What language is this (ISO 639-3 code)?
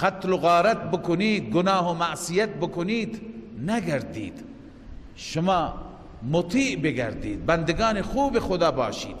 fas